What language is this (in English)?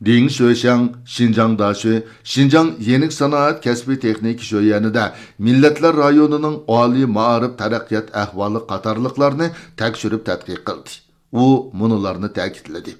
Uyghur